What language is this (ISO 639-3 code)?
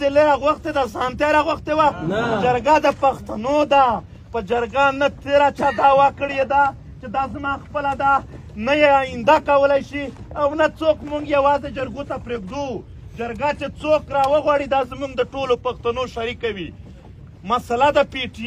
pus